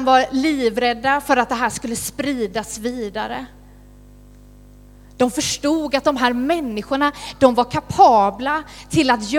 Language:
Swedish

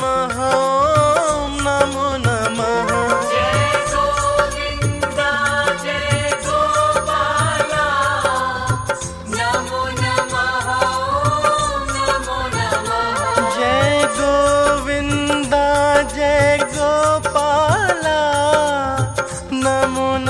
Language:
Hindi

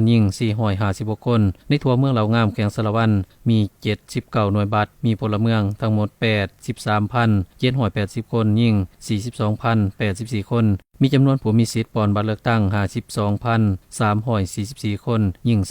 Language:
Lao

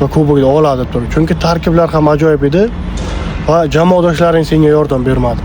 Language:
Uzbek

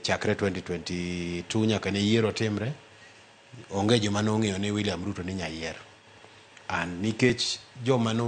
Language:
Luo (Kenya and Tanzania)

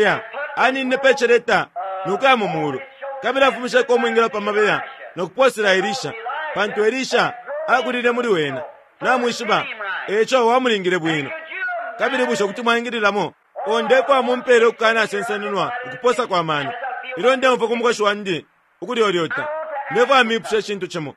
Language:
Bemba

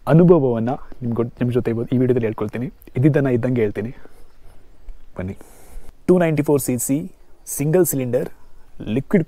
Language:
Kannada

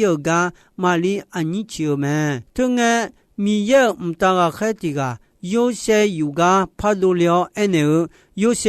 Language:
Akha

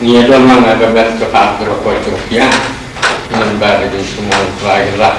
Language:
Khasi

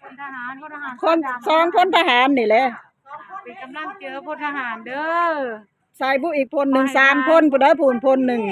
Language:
Northeastern Thai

